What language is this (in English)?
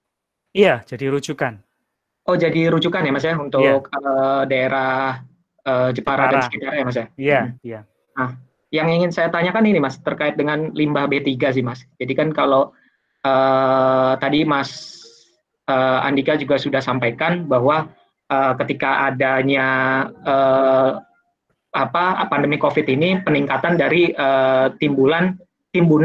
Indonesian